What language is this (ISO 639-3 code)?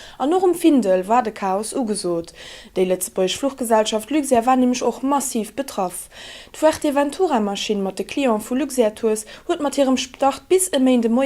ltz